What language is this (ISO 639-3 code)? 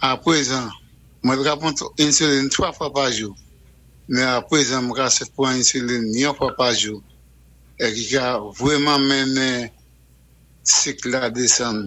acf